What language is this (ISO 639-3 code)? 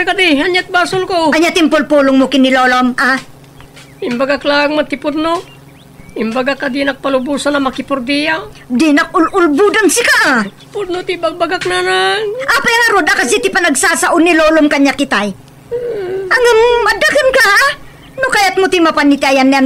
ilo